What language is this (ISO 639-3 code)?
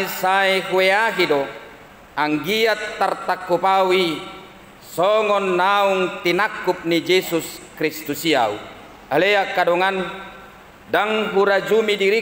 bbc